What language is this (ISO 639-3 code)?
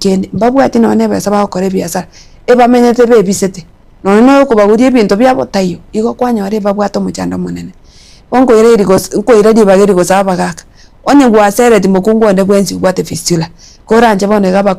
guz